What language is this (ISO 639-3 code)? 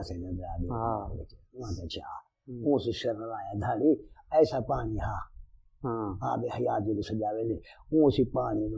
skr